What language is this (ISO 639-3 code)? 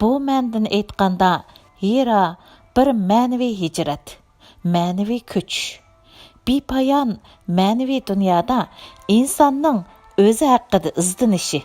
uig